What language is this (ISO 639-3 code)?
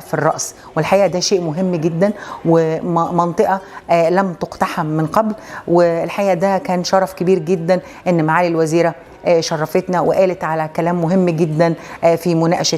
arz